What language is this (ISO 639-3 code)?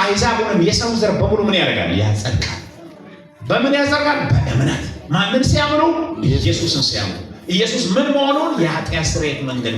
amh